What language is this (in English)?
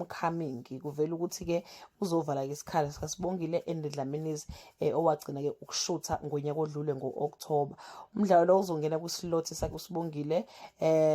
Zulu